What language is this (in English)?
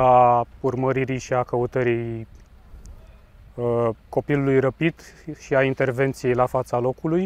Romanian